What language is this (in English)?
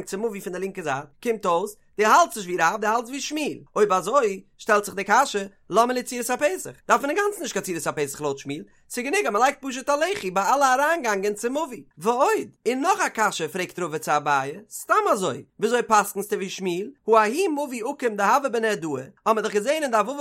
Yiddish